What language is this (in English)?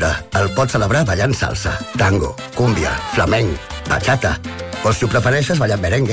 Catalan